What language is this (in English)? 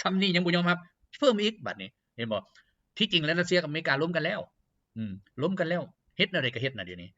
Lao